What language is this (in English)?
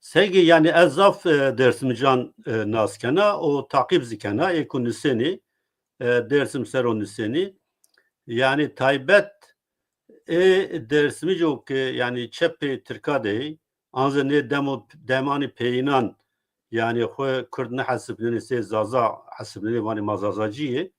Zaza